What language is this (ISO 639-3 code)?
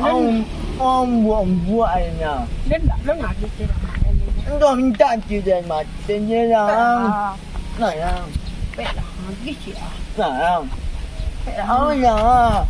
min